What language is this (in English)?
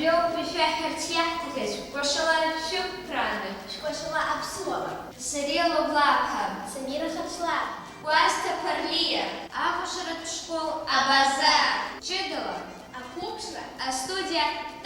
Abkhazian